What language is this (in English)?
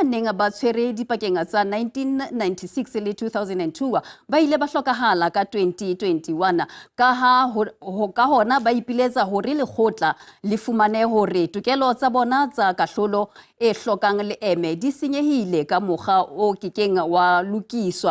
Southern Sotho